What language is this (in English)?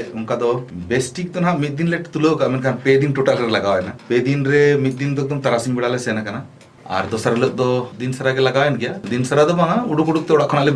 Santali